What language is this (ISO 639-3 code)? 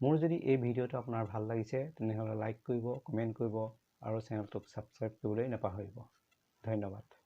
asm